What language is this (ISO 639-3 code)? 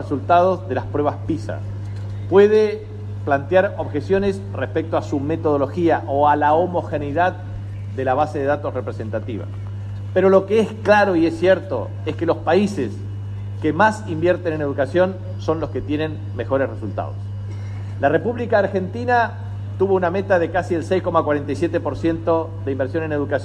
spa